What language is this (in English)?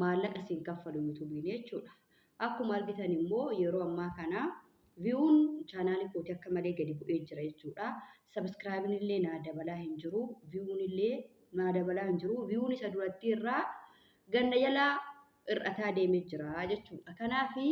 Oromo